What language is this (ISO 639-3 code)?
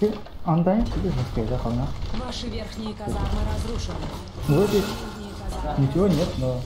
sah